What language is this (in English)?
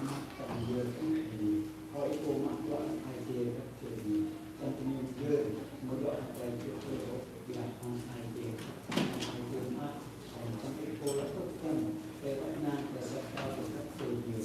Central Mnong